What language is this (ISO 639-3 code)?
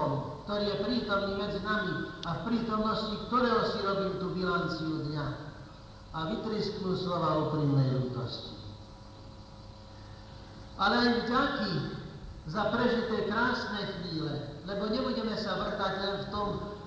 slk